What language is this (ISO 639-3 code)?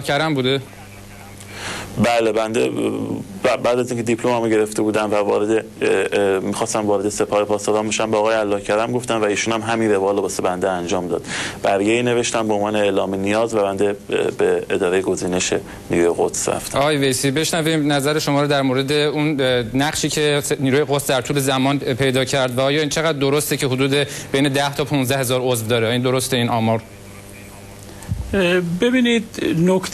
fas